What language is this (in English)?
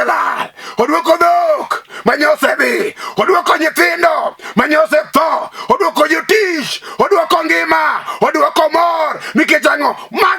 Luo (Kenya and Tanzania)